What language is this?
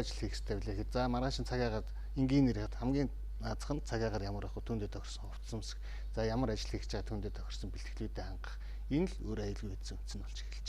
Mongolian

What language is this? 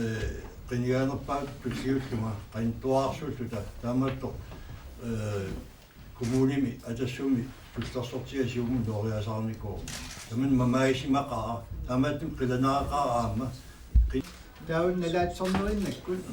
Kalaallisut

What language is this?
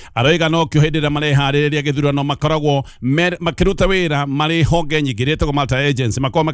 Kikuyu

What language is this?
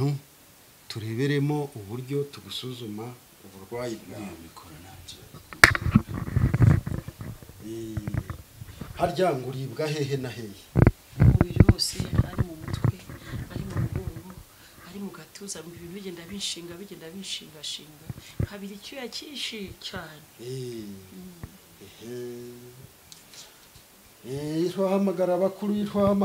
Kinyarwanda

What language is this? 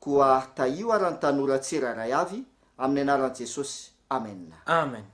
Malagasy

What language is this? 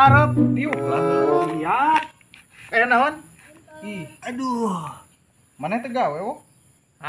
Sundanese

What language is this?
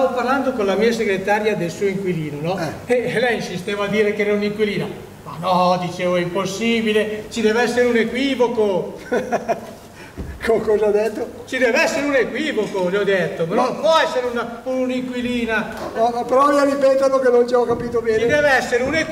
Italian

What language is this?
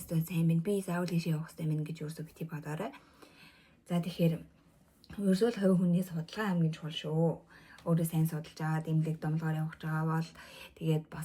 Mongolian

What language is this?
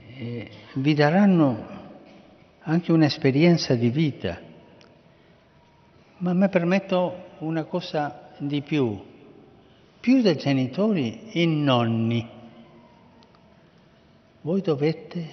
Italian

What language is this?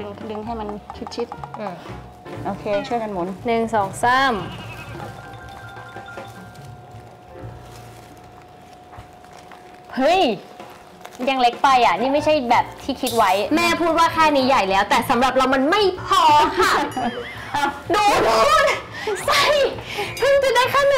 Thai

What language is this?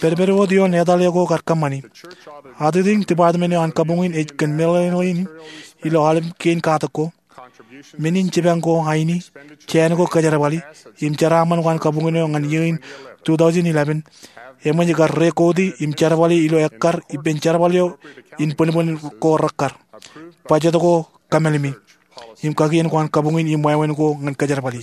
Marshallese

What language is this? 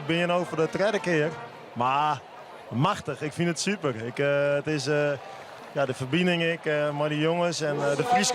Western Frisian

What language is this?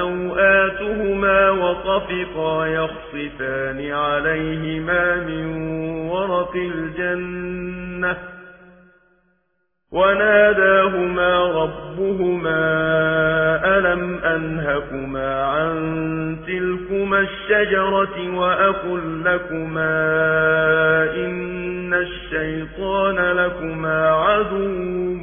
Arabic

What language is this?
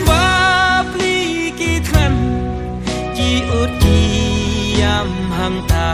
Khasi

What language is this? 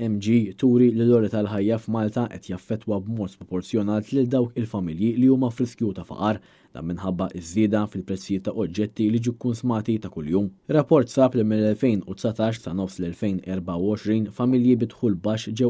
Maltese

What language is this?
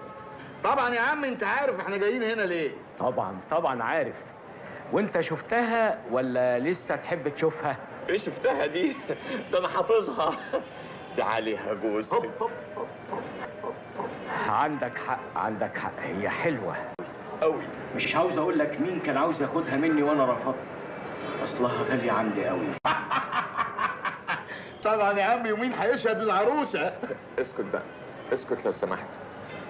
Egyptian Arabic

